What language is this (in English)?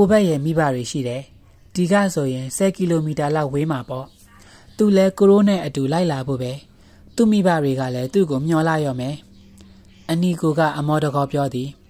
Burmese